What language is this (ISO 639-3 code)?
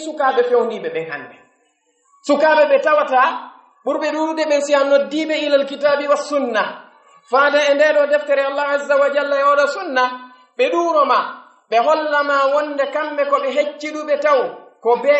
fuf